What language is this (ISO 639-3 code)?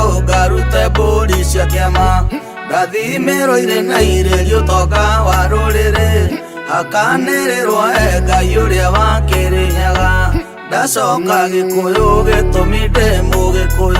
kik